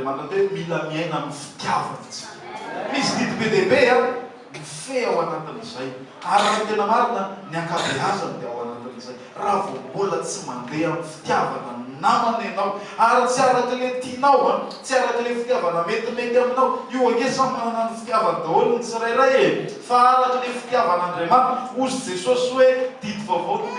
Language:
Malagasy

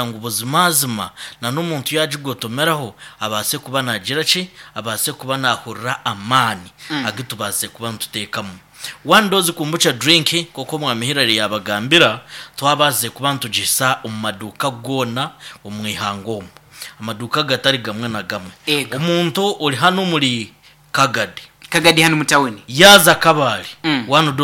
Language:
Nyankole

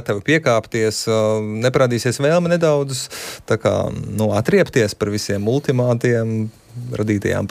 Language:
Latvian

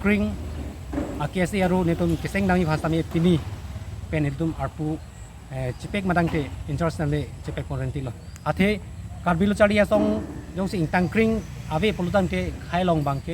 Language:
Karbi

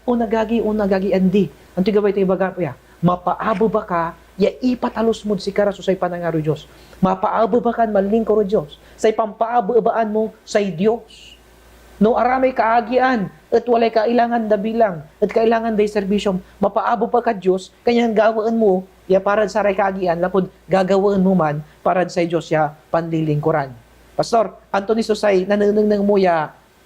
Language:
Pangasinan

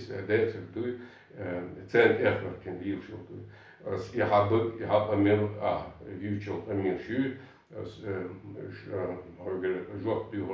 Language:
Chechen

